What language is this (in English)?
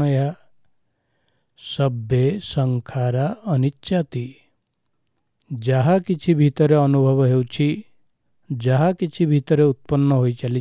Odia